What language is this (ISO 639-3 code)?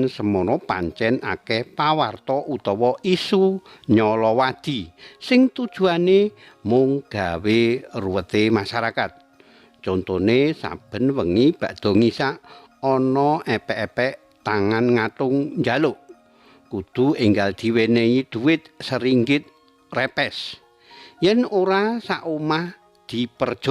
jav